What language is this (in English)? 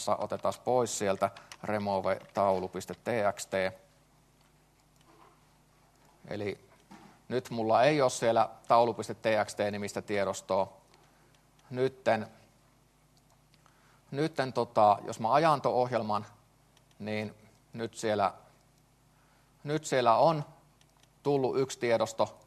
Finnish